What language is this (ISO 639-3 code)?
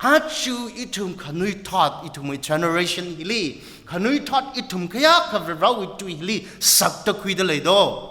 nmf